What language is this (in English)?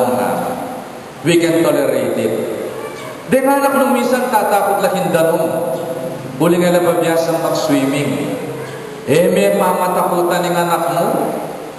Pampanga